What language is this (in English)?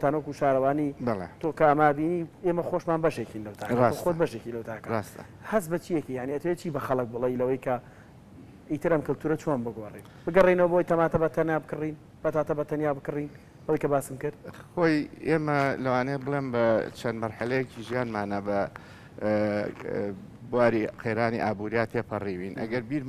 Central Kurdish